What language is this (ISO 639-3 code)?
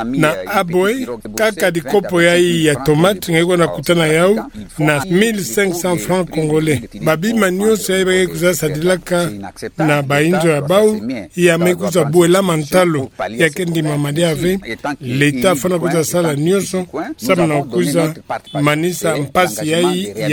ktu